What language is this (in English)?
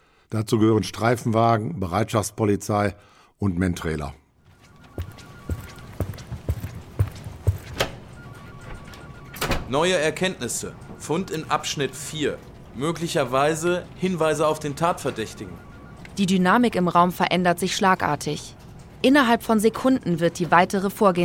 German